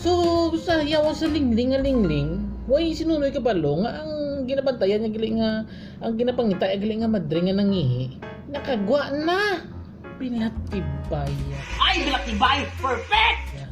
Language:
Hiligaynon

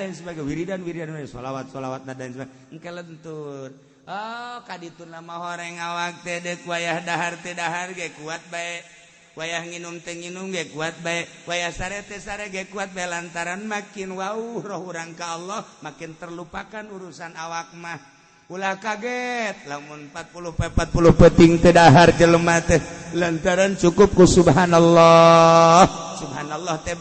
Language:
Sundanese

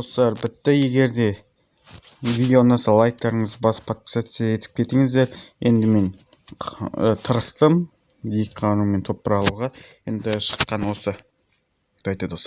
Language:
Kazakh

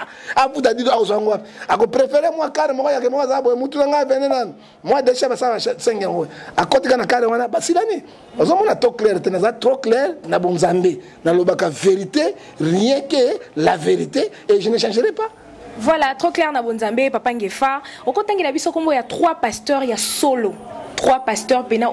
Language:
Lingala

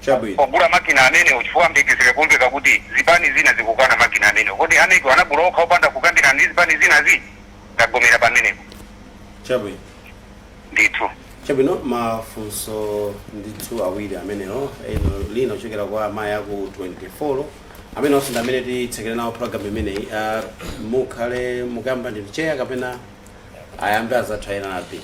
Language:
Nyanja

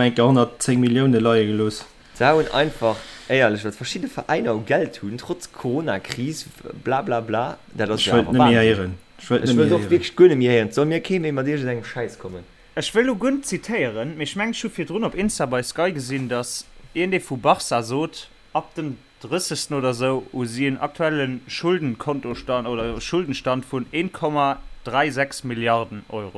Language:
Luxembourgish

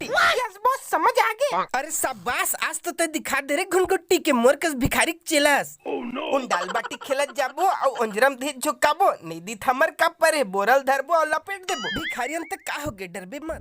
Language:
Chhattisgarhi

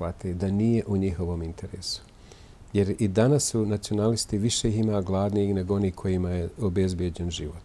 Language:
Bosnian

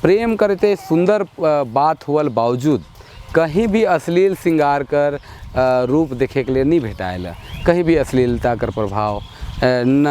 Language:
Sadri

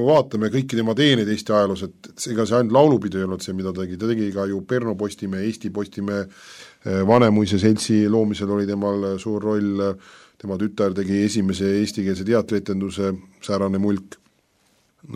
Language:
Estonian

